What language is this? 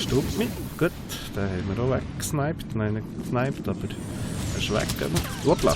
Swiss German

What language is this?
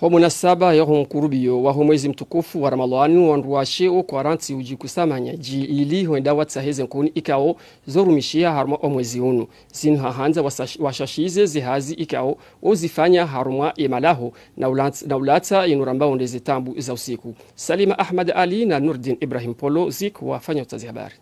Ngazidja Comorian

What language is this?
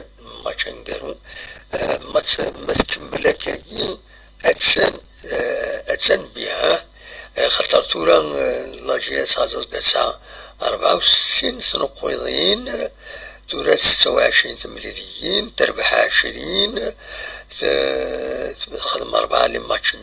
Kabyle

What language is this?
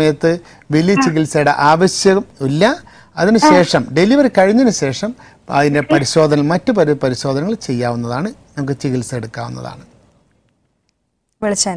Malayalam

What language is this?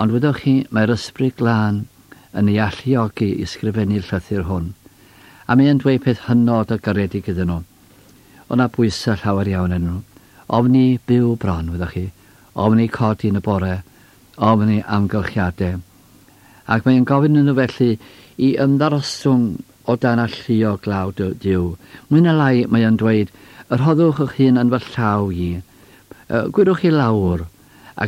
Welsh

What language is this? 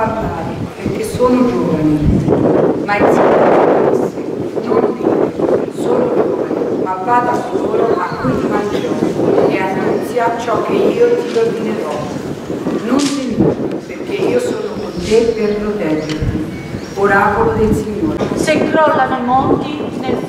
Italian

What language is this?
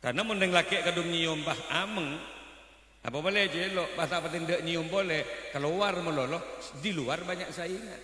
Madurese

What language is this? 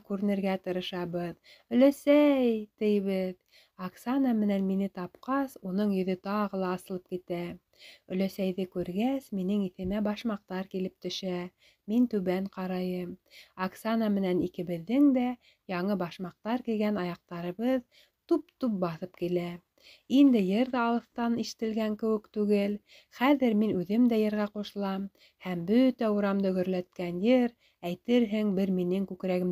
Bashkir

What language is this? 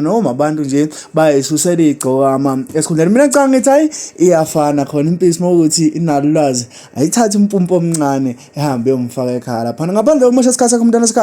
Zulu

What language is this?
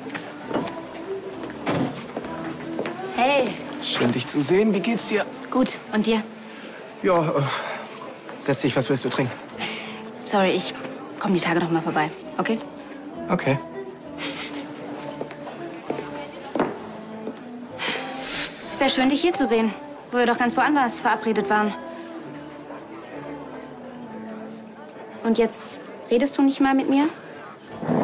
German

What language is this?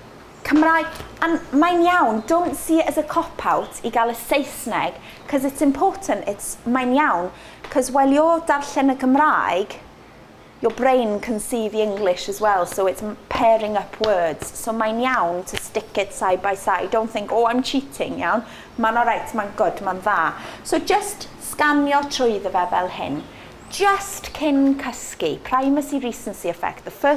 Welsh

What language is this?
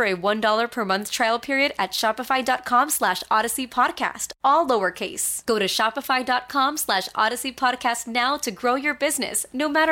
English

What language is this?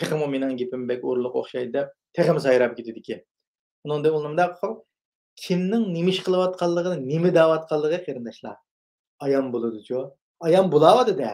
Uyghur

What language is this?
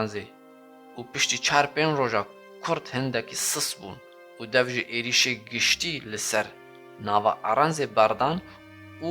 Kurdish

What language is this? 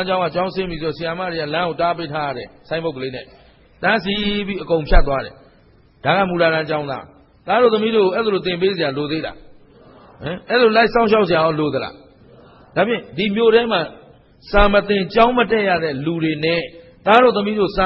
Burmese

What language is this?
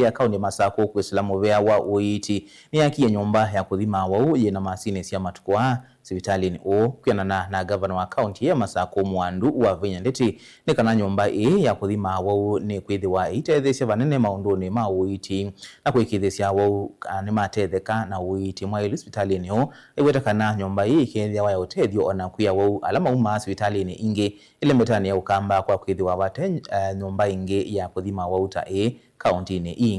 Kamba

